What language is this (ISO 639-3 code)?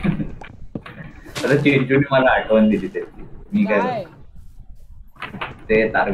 mar